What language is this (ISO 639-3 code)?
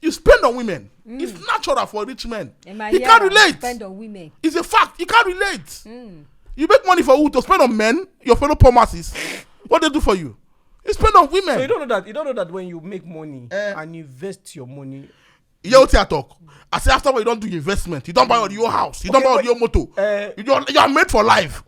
pcm